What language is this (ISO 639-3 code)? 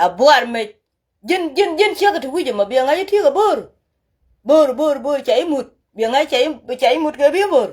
nus